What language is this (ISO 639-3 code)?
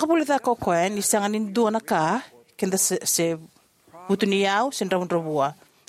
fij